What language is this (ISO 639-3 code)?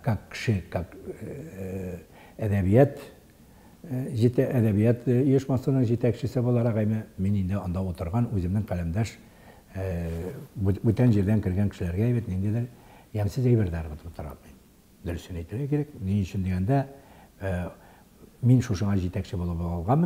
tat